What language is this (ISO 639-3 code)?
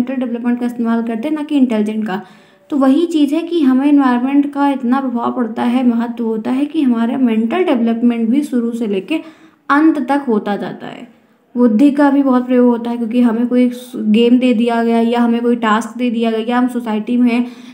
hin